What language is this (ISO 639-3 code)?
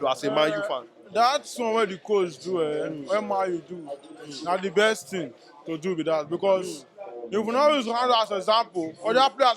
pcm